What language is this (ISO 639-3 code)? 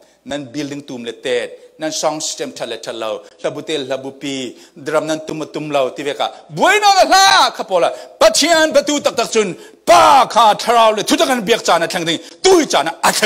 cfm